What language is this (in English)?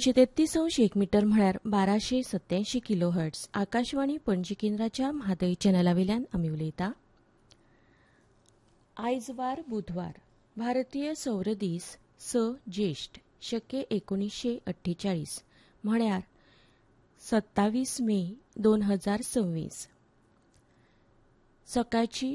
Konkani